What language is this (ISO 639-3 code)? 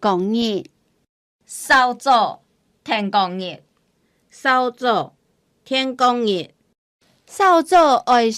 hak